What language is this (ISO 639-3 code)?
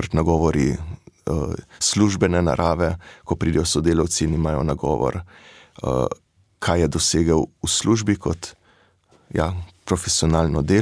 slv